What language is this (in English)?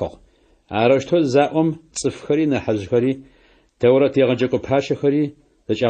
Adyghe